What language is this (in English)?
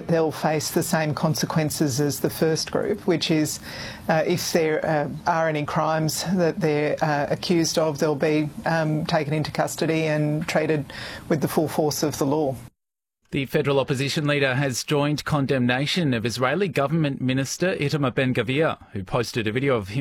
English